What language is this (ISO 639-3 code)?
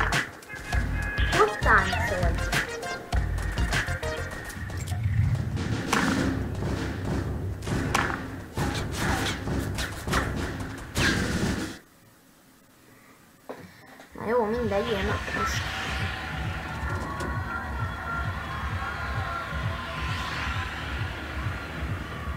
hun